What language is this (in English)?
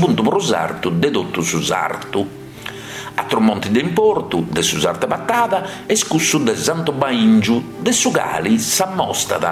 Sardinian